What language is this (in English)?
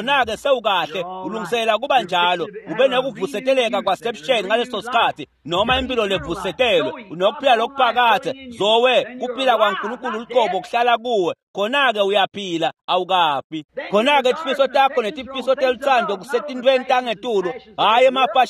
Swati